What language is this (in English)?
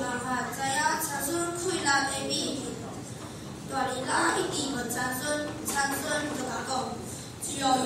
Min Nan Chinese